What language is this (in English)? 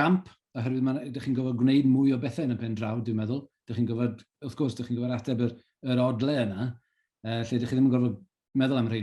Welsh